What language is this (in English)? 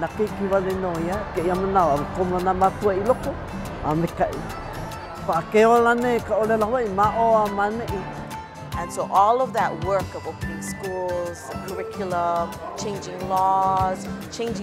Hawaiian